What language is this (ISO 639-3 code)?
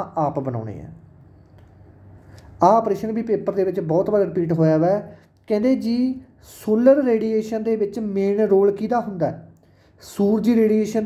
pan